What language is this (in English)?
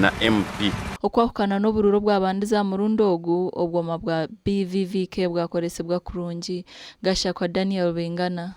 Nyankole